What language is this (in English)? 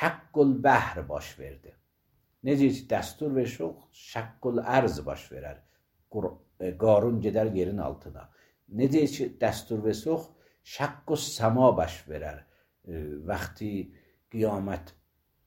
Azerbaijani